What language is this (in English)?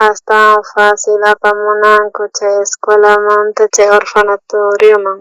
South Bolivian Quechua